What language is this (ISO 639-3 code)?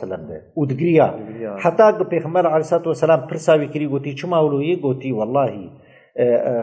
kur